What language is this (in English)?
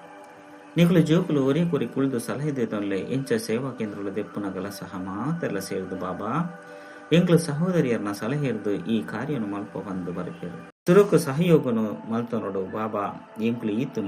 Tulu